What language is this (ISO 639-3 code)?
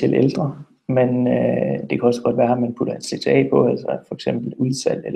dan